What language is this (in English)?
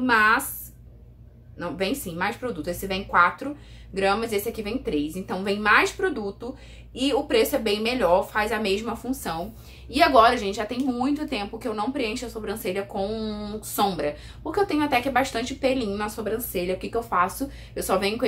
Portuguese